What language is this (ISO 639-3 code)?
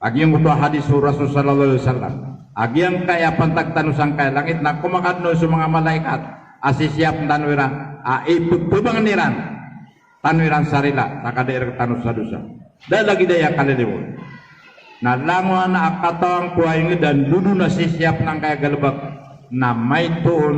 mrw